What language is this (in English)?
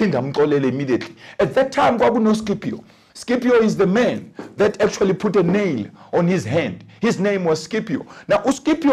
Zulu